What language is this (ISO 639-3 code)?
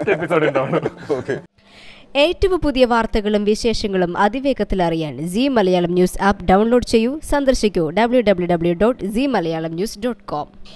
mal